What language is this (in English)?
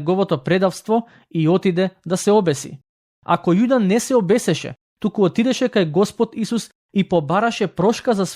Macedonian